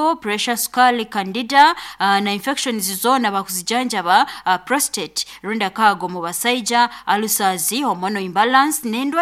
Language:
Nyoro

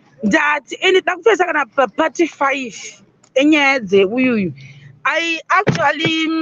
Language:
Shona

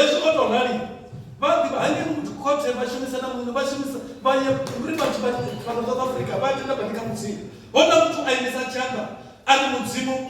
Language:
Venda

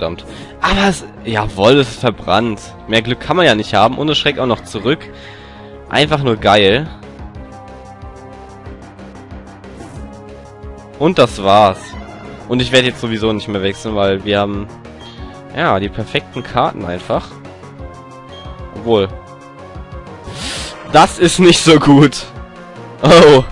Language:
German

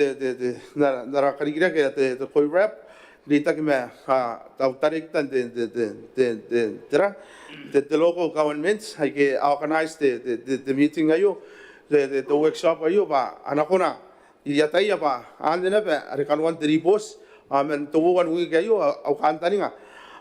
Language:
Gilbertese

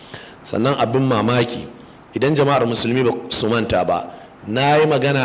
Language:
Hausa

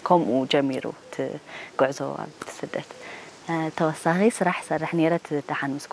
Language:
Tigrinya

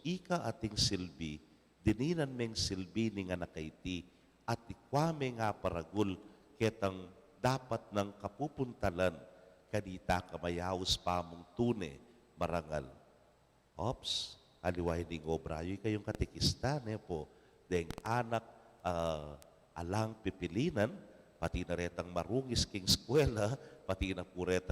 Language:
Pampanga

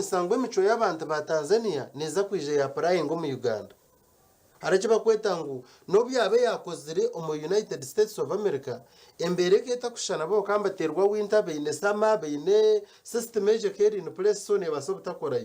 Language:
Nyankole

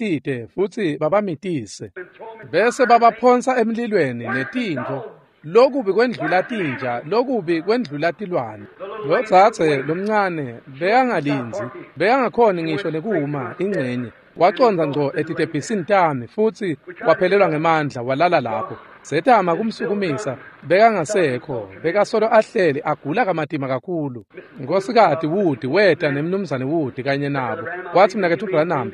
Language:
Swati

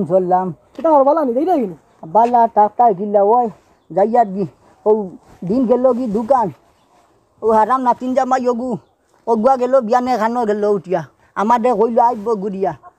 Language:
Sylheti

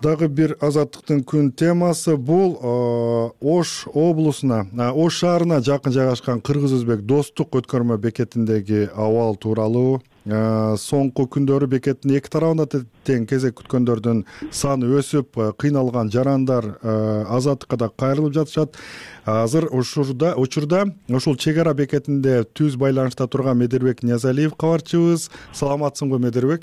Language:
Kyrgyz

